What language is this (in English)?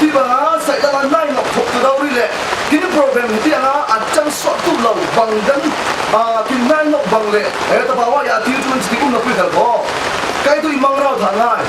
Falam Chin